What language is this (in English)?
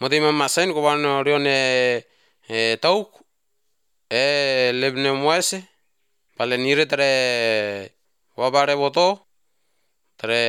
Basque